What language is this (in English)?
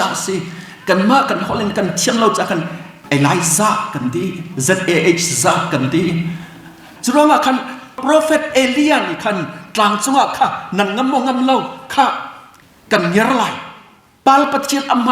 Hakha Chin